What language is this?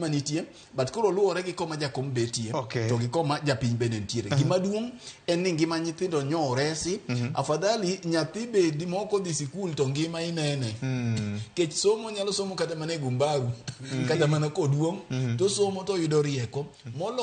Luo (Kenya and Tanzania)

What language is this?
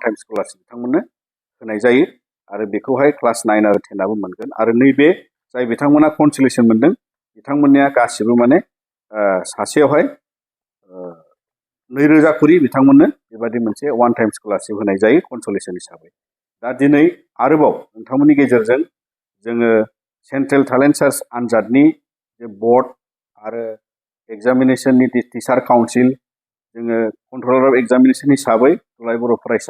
Bodo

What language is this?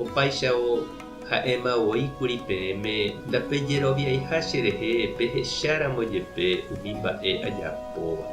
Guarani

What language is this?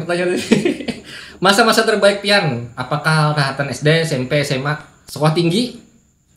Banjar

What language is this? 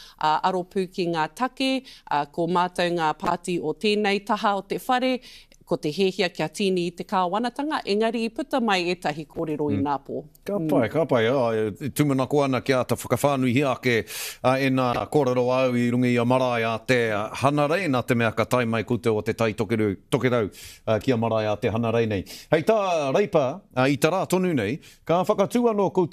Māori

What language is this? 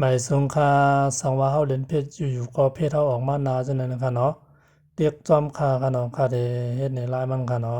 Shan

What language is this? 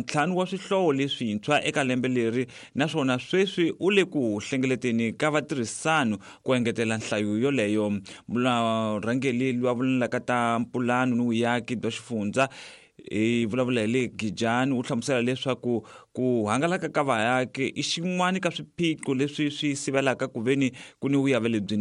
Tsonga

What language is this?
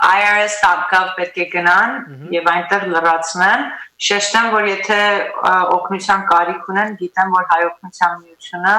Western Armenian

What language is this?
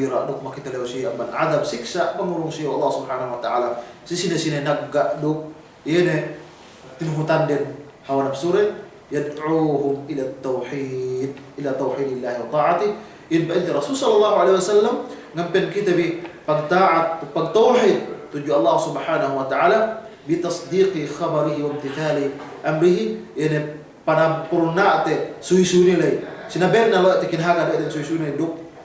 Yakan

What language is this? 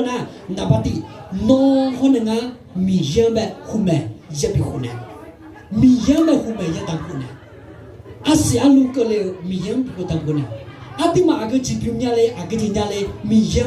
Akha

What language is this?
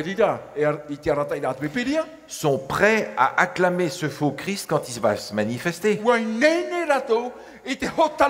Tahitian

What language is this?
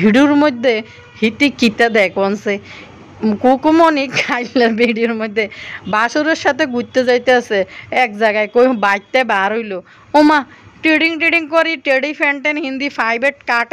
Bangla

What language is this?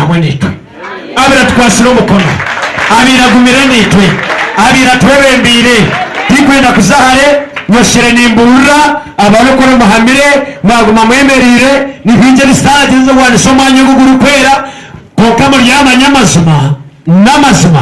Nyankole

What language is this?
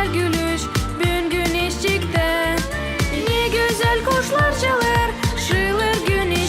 Gagauz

